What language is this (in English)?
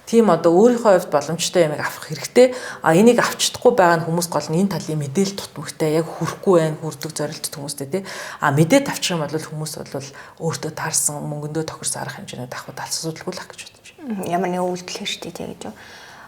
Mongolian